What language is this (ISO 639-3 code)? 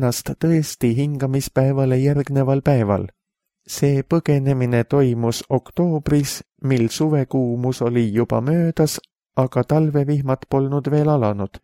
est